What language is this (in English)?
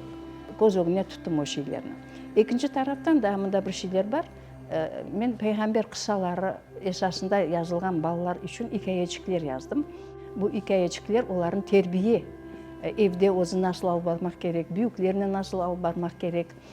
Crimean Tatar